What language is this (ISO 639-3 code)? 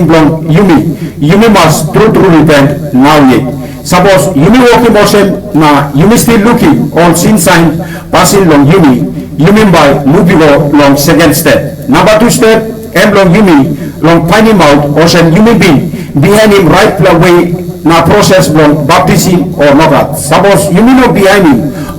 tpi